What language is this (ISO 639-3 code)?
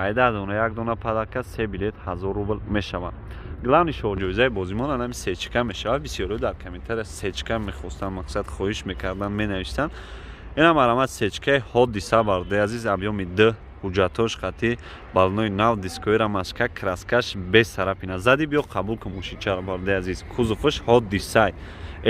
tgk